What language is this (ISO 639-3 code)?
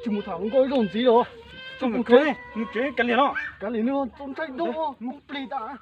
hmn